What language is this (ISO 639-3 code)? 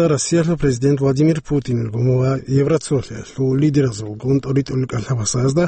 ava